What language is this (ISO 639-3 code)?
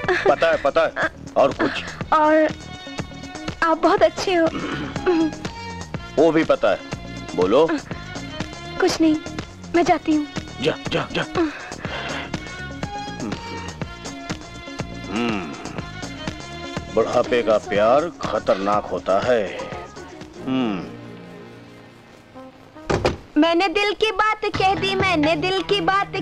hin